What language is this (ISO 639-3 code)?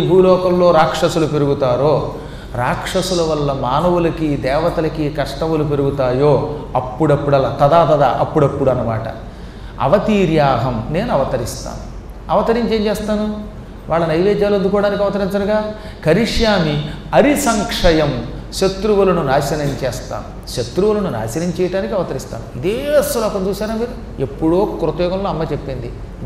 tel